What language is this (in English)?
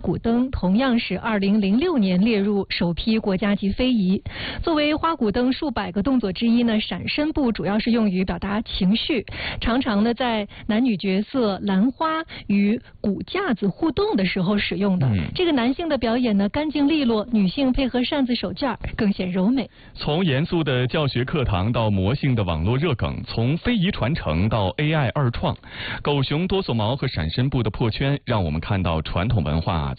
Chinese